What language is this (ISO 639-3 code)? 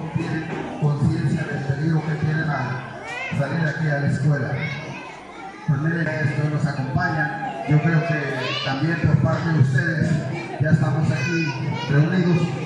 spa